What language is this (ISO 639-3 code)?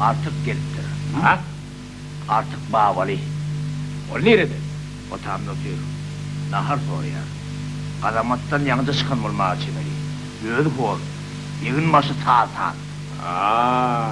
tuk